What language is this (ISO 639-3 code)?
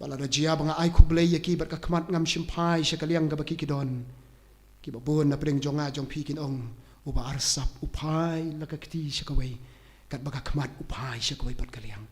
kha